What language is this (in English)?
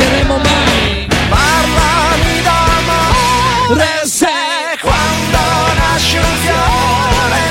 Italian